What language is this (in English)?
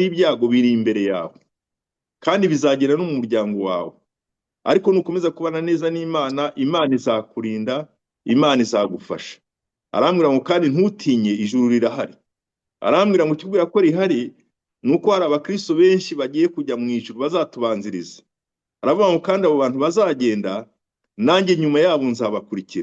Kinyarwanda